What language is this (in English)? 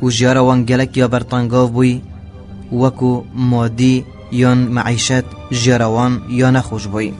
Kurdish